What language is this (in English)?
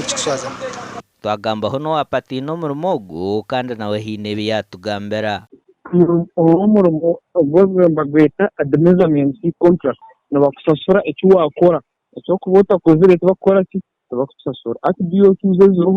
Nyankole